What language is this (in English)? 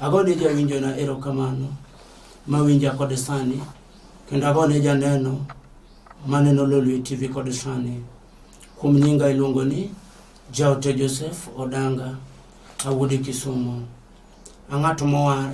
Luo (Kenya and Tanzania)